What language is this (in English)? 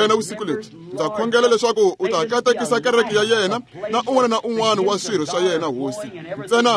Tsonga